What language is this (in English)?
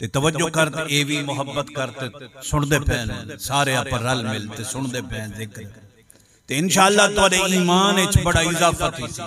Saraiki